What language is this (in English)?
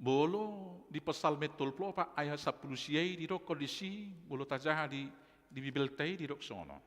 Batak Toba